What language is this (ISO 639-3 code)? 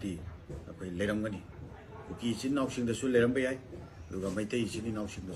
mni